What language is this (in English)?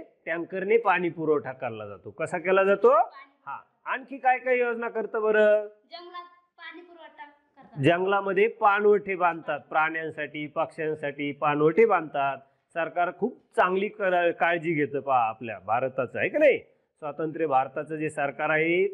Marathi